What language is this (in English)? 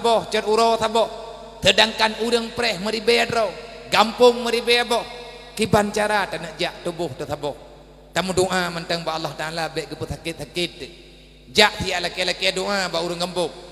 Achinese